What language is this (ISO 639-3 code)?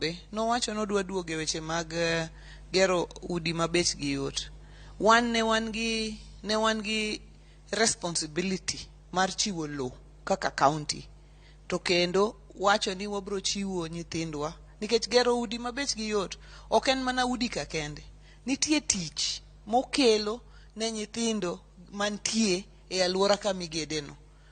luo